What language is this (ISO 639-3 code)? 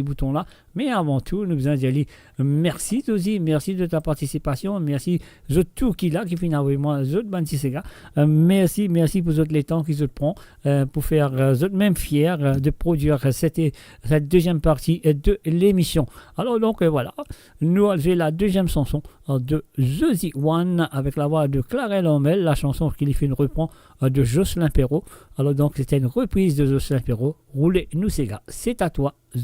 mfe